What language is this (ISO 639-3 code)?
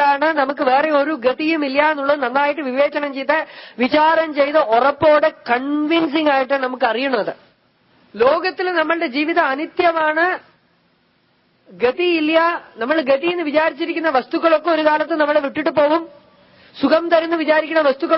mal